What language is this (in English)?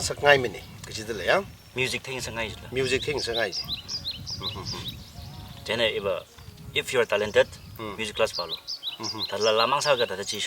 Tangkhul Naga (India)